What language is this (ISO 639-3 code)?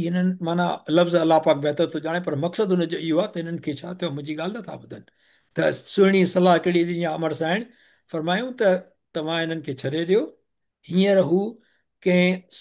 snd